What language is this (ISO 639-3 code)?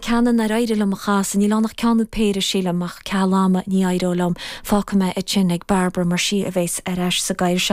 gle